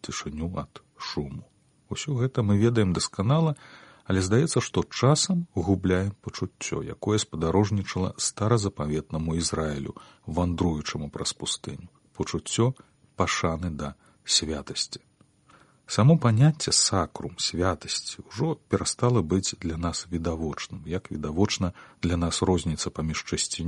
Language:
Belarusian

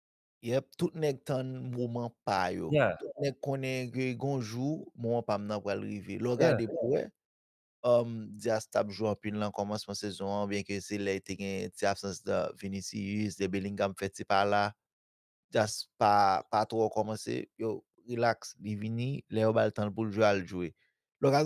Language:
Haitian Creole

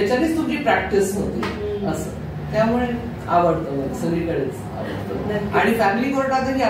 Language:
Marathi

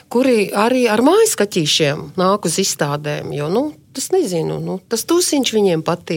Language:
Latvian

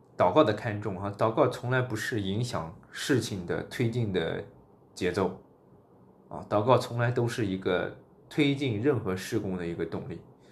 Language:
Chinese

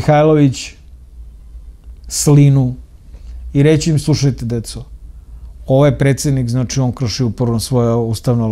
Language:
Serbian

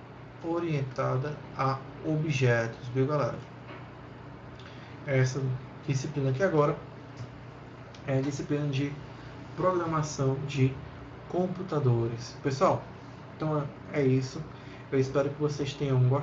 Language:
Portuguese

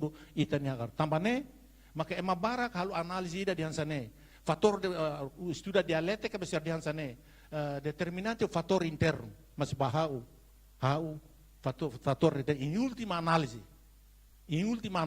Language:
Tetum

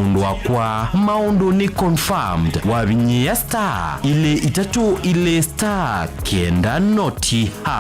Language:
Kamba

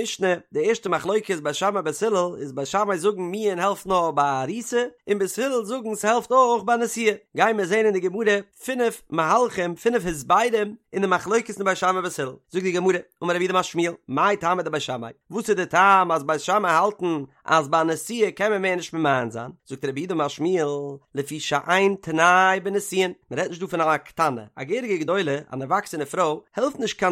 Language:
Yiddish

